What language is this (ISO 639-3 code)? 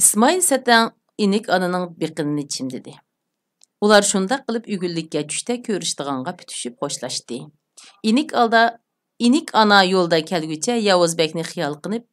uig